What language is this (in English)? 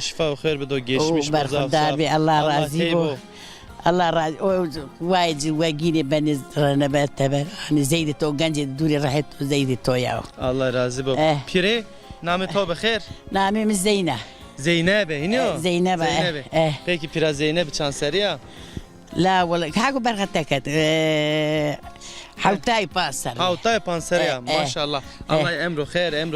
Zaza